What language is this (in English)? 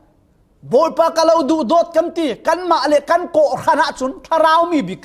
Falam Chin